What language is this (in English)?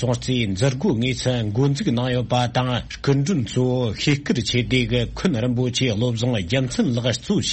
Tibetan